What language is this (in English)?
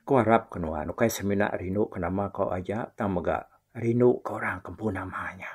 Iban